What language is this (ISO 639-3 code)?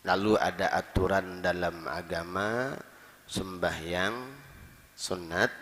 bjn